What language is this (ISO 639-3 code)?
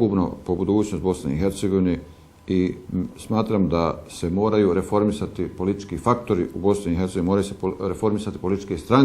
bos